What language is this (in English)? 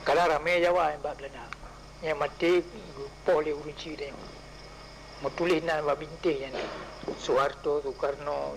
Achinese